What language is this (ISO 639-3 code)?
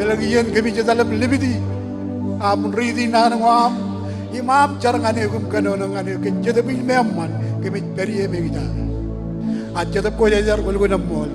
mah